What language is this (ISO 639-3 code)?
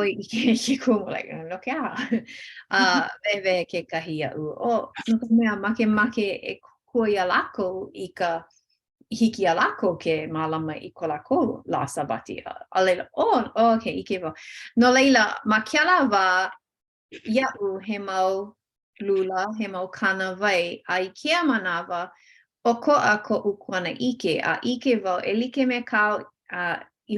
haw